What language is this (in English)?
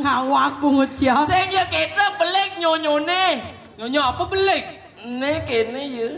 Balinese